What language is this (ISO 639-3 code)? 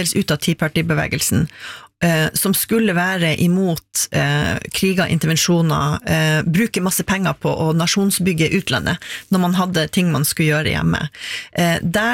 nor